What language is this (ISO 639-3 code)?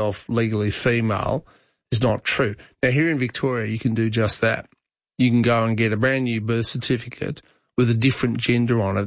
eng